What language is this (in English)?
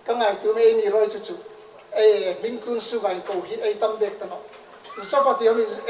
Hmar